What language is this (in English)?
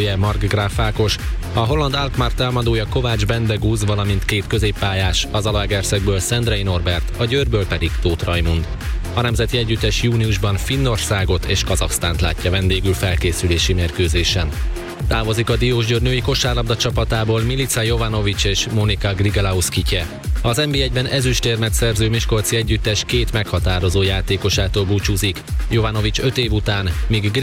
Hungarian